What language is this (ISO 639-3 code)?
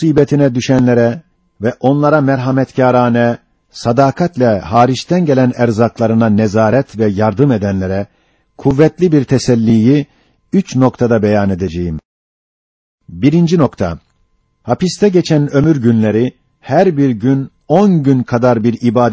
tur